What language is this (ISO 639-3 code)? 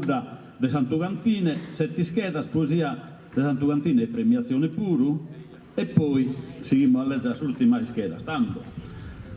srd